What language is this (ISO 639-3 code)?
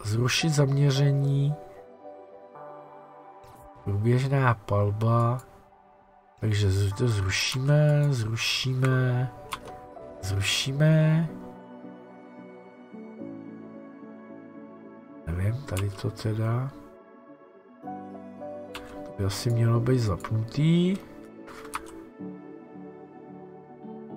ces